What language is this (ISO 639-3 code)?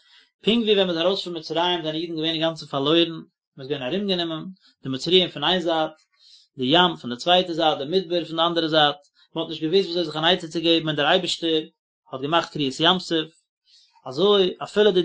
yid